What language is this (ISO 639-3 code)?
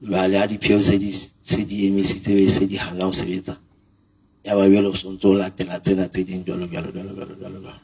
sot